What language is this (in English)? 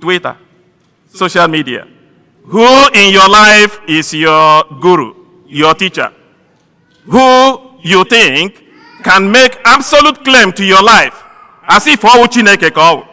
Igbo